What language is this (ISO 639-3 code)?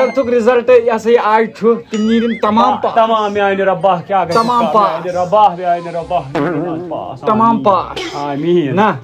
kas